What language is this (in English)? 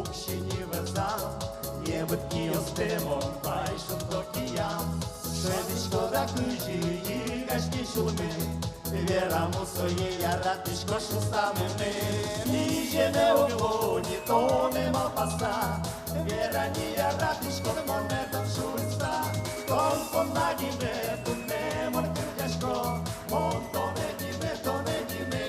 Udmurt